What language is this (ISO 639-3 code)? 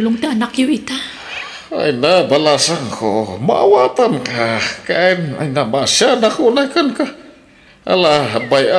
ilo